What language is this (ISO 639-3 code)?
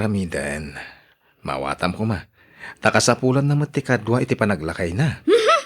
ilo